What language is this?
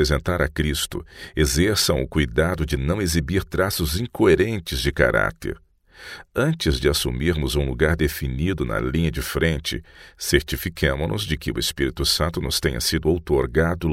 Portuguese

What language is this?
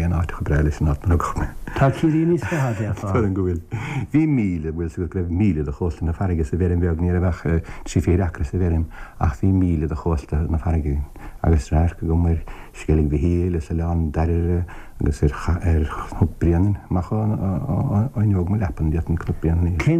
Irish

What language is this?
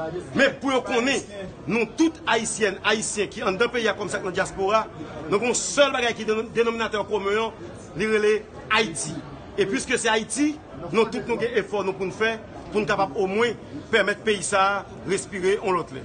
Haitian Creole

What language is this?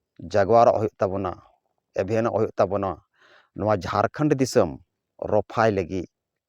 Santali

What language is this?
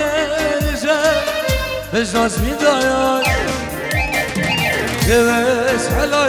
Persian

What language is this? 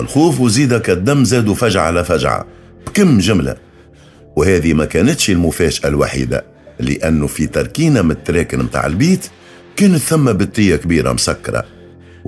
Tunisian Arabic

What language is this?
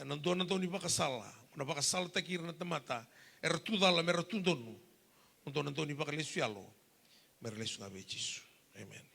Fijian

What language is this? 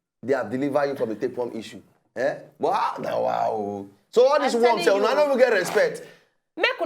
Nigerian Pidgin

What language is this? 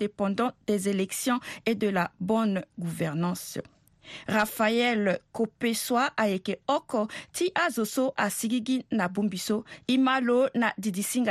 Sango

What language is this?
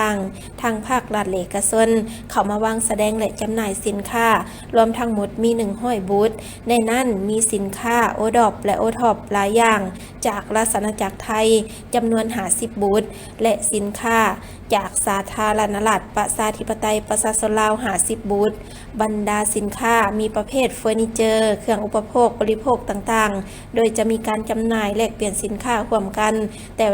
Lao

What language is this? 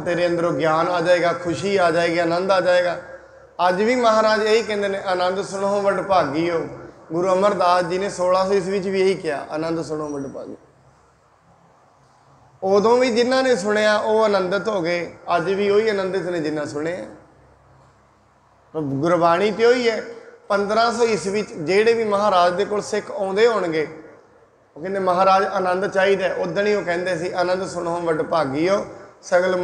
Punjabi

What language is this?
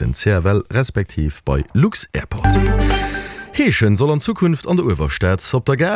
Luxembourgish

